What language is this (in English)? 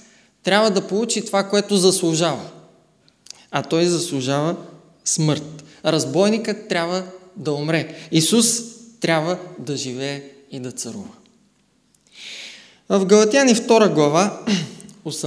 Bulgarian